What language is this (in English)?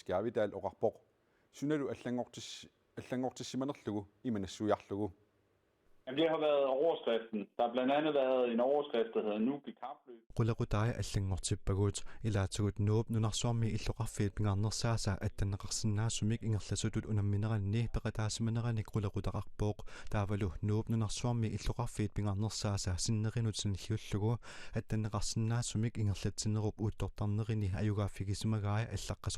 Kalaallisut